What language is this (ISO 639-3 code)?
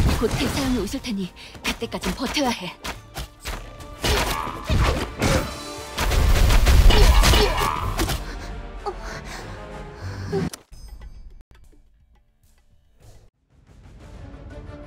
kor